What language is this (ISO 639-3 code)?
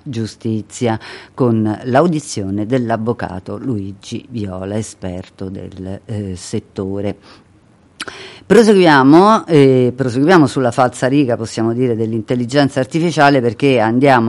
ita